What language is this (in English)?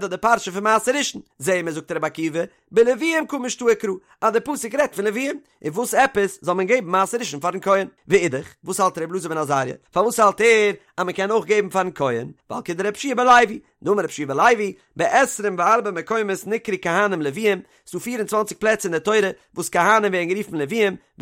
Yiddish